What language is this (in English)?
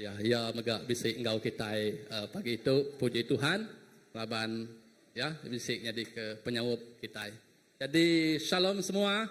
Iban